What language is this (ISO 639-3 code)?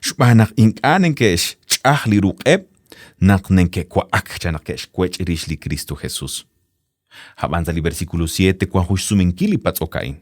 kek